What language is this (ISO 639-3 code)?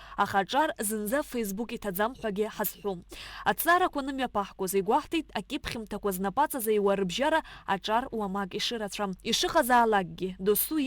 abk